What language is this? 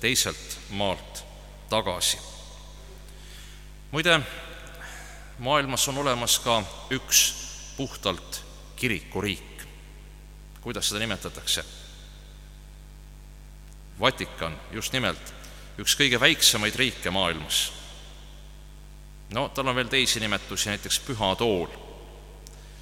Estonian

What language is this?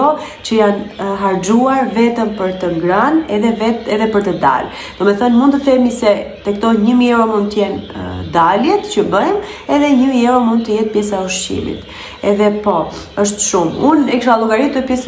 Albanian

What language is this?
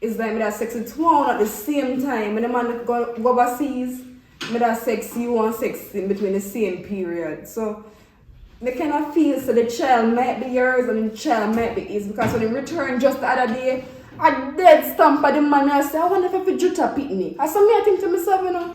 Jamaican Creole English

